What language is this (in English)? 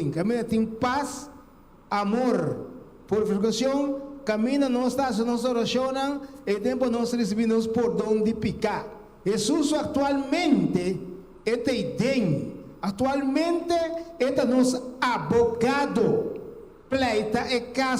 Papiamento